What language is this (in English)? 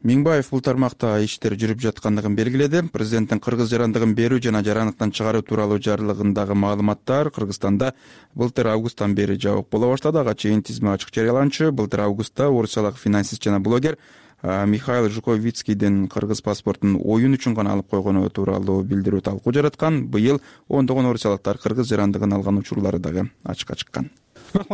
Kyrgyz